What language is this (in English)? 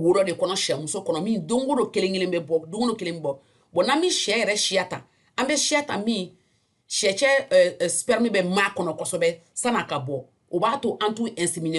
Bambara